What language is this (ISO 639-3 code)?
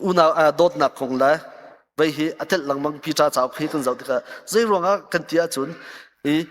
cnh